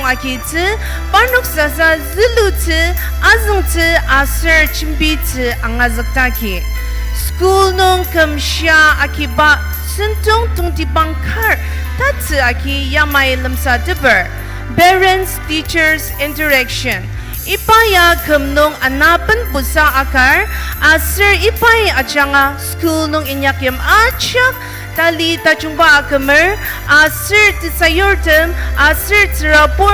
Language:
Ao Naga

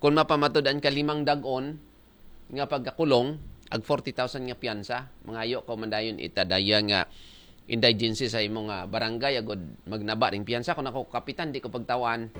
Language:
Aklanon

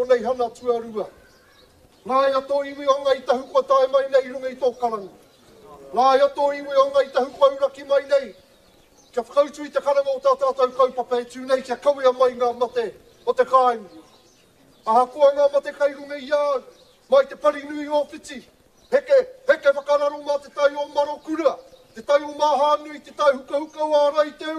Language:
Māori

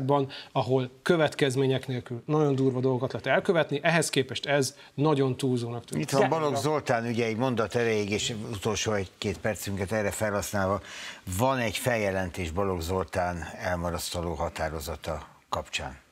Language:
Hungarian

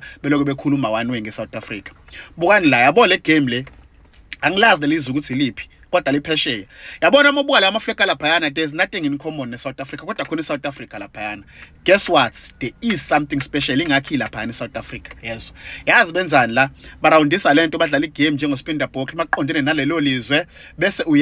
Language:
Zulu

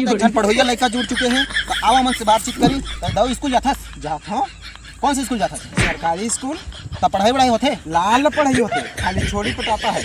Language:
Chhattisgarhi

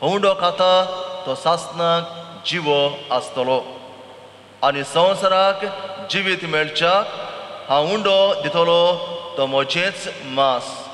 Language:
Konkani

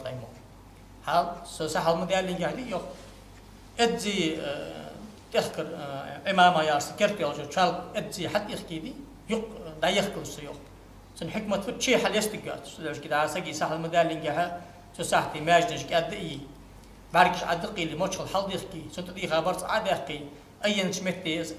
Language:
Ingush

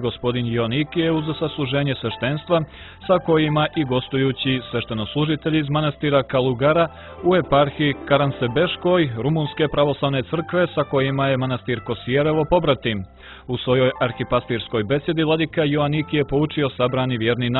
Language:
Serbian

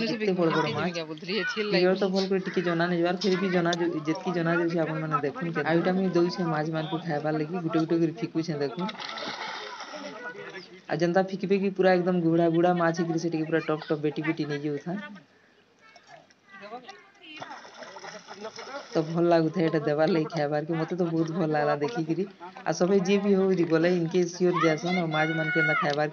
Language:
Sambalpuri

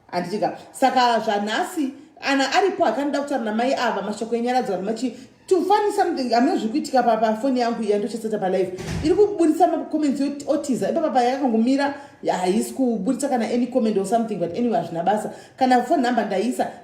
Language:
Shona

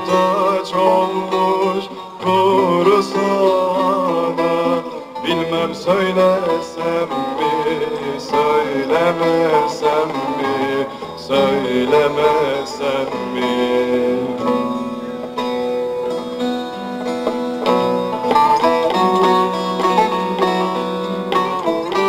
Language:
Turkish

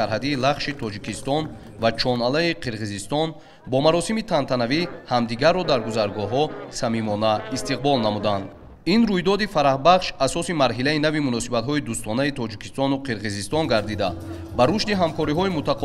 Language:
Tajik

